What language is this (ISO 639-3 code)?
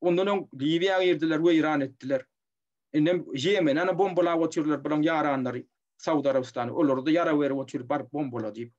tuk